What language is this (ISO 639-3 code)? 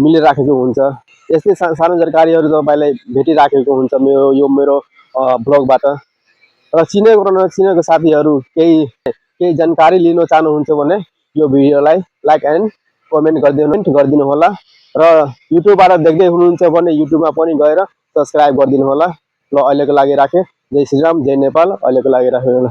nep